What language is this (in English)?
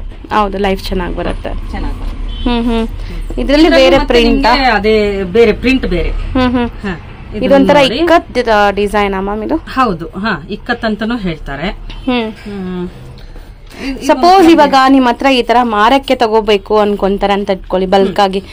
Kannada